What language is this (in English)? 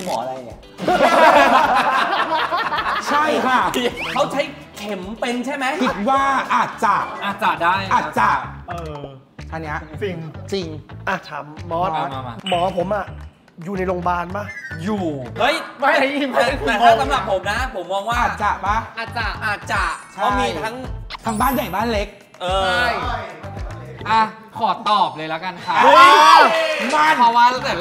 Thai